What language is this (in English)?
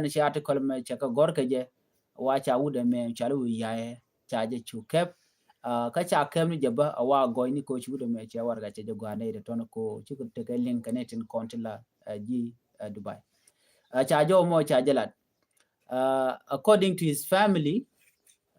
Nuer